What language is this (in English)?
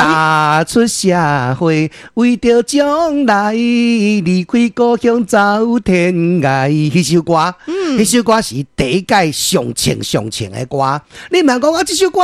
Min Nan Chinese